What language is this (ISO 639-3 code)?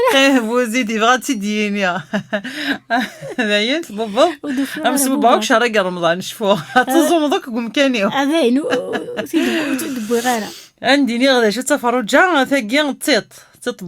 kab